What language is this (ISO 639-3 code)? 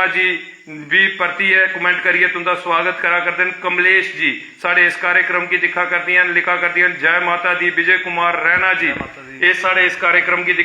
doi